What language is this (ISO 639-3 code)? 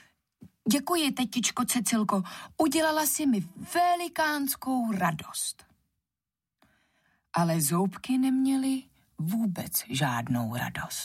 ces